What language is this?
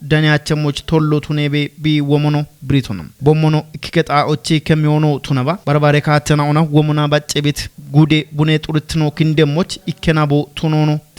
Kafa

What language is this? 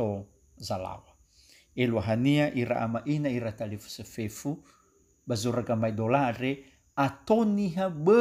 Nias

